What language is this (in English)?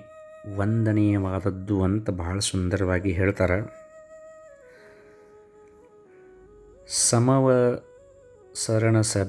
Kannada